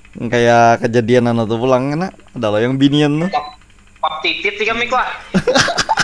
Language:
Banjar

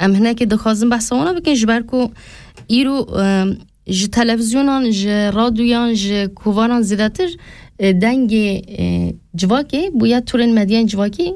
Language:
Kurdish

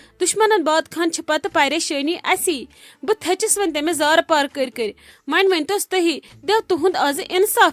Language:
Kashmiri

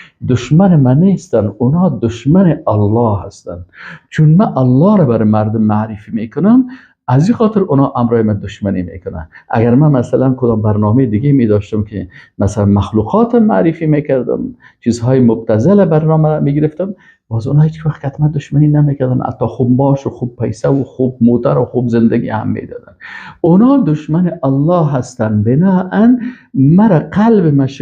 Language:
Persian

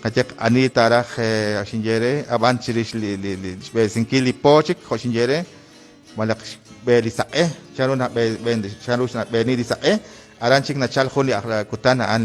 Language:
Kekchí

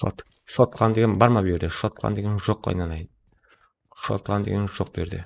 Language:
Kara-Kalpak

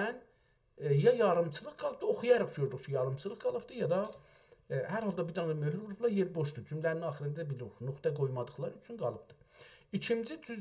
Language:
South Azerbaijani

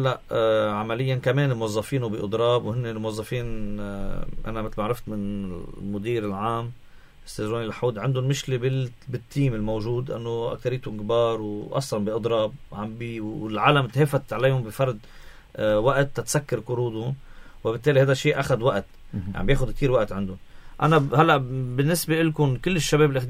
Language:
North Levantine Arabic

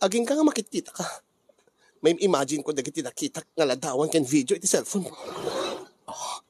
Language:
Iloko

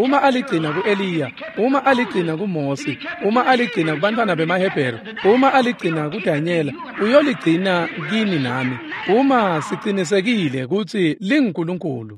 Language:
Swati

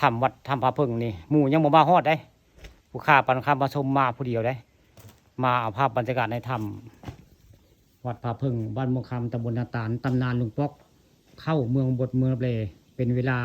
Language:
Northeastern Thai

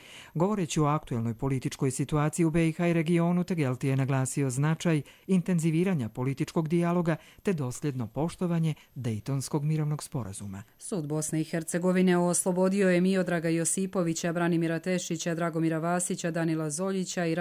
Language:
Bosnian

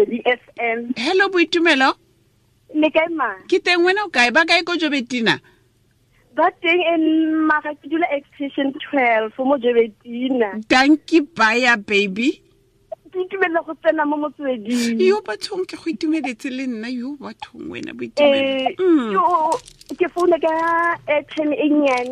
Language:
Tswana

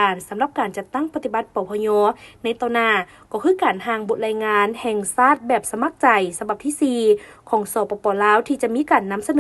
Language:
Lao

